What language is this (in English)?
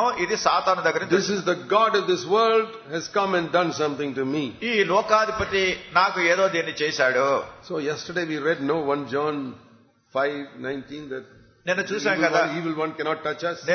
Telugu